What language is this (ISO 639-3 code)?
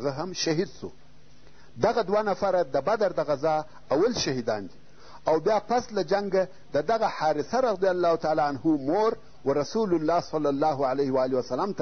pus